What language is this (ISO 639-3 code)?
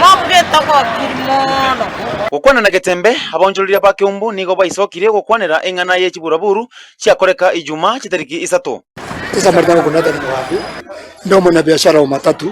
guz